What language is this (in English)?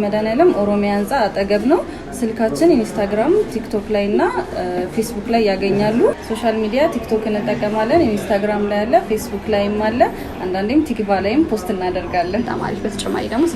Amharic